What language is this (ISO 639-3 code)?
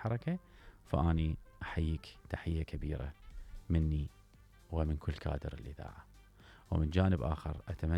acm